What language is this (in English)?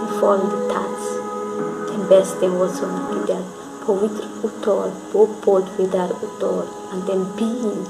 Konkani